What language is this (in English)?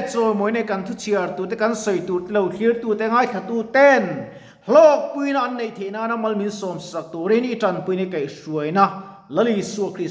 Mizo